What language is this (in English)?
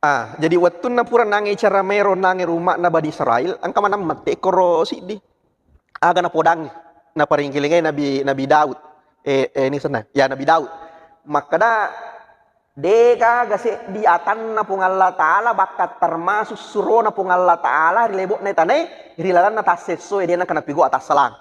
Buginese